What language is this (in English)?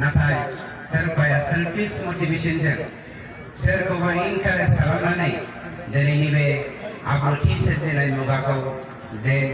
Bodo